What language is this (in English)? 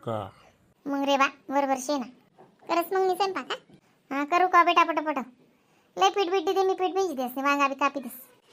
Khandesi